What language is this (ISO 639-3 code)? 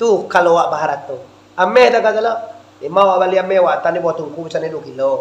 min